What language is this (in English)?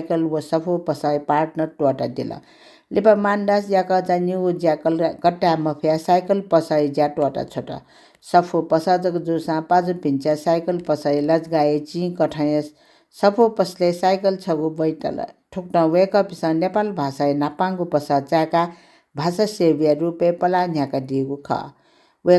Newari